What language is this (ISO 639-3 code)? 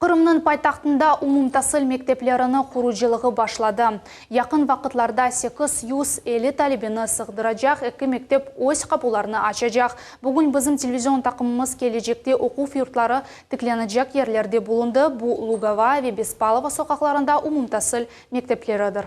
crh